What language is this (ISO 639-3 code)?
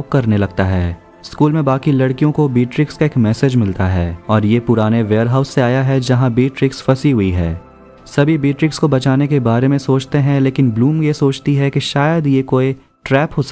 hin